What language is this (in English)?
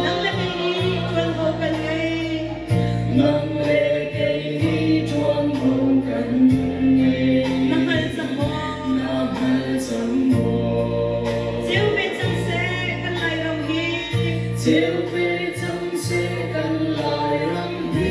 Hakha Chin